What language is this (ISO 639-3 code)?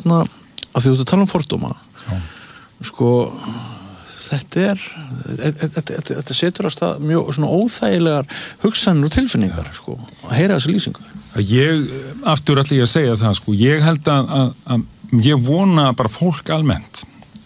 isl